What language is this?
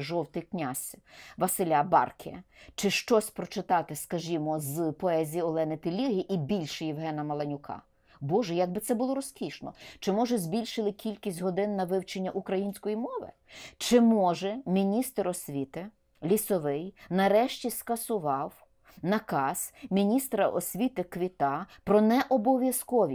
Ukrainian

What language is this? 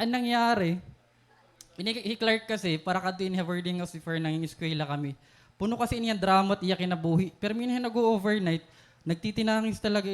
Waray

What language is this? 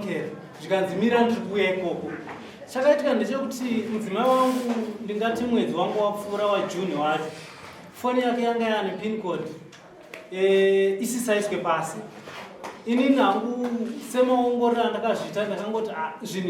Shona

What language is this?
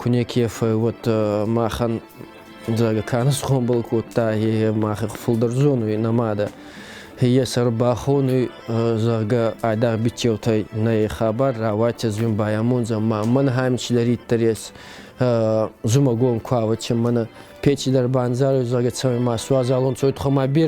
Ossetic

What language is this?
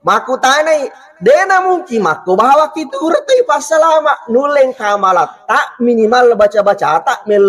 Buginese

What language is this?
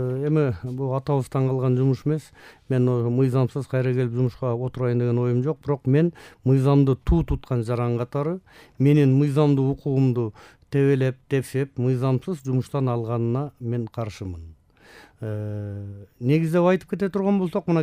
Kyrgyz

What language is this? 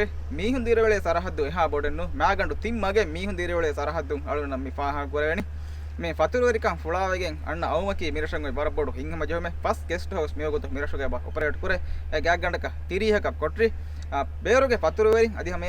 Divehi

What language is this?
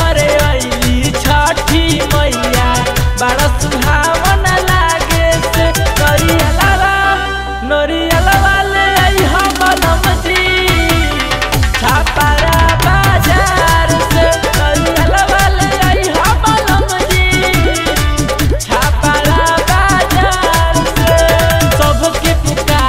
Bhojpuri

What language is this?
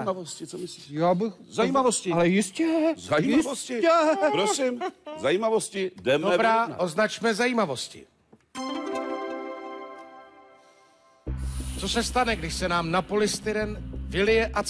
Czech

